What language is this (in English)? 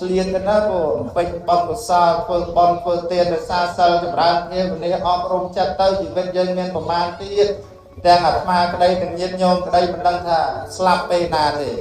Khmer